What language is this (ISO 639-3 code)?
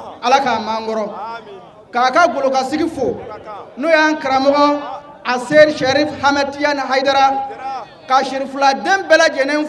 bam